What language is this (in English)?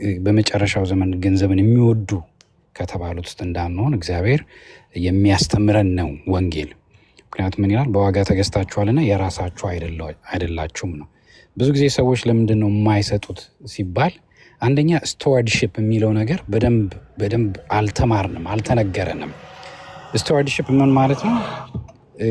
Amharic